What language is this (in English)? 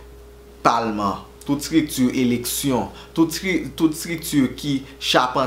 Haitian Creole